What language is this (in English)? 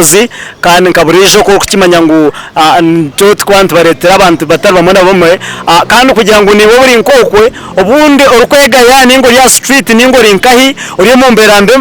Nyankole